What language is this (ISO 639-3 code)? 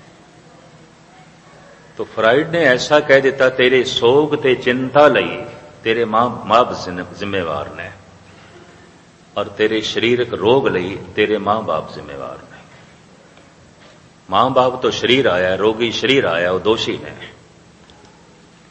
pan